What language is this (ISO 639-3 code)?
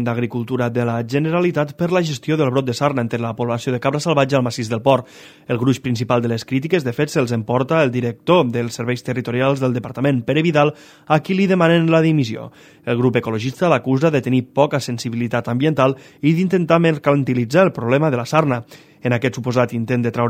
cat